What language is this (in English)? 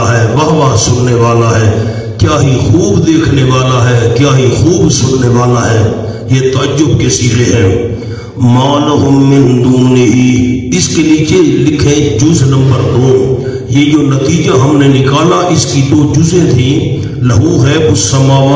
Urdu